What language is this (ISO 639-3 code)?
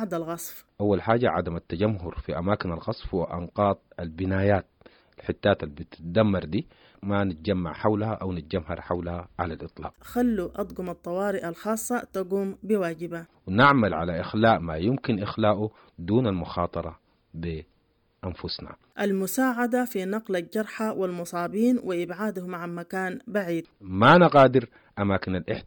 apd